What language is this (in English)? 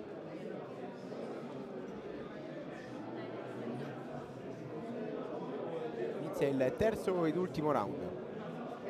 Italian